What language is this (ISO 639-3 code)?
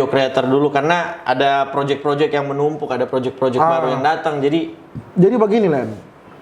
xmm